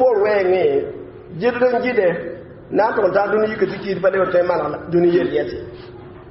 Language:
Mossi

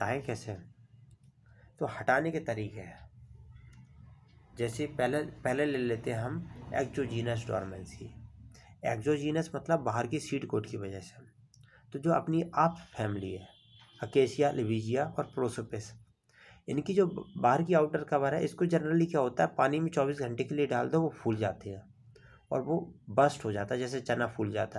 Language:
Hindi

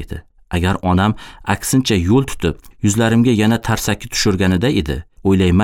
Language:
Uzbek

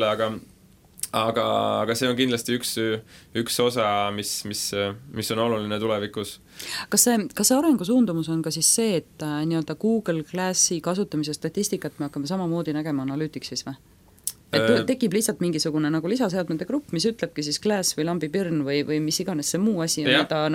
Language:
Estonian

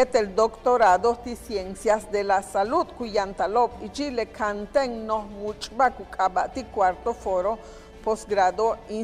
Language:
Yucateco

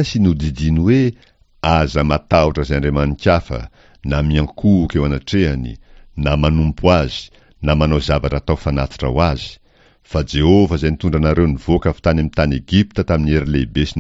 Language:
Malagasy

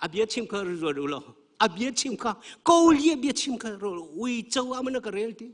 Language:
Hakha Chin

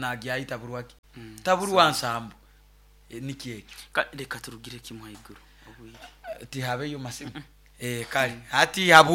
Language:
Nyoro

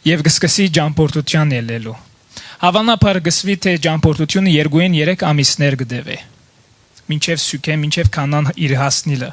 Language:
Western Armenian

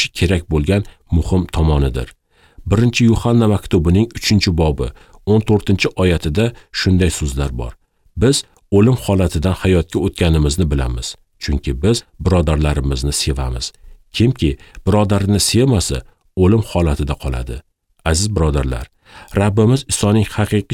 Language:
Uzbek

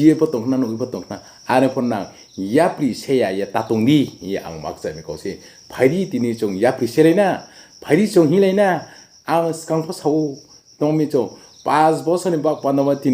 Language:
Riang (India)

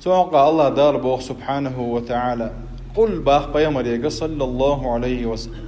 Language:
Chechen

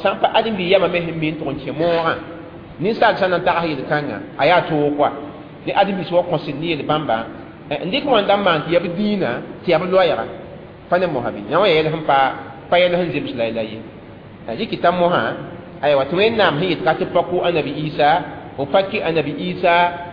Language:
Mossi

